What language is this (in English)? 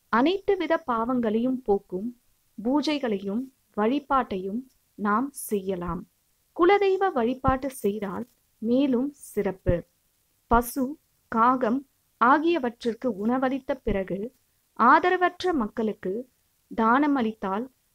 Tamil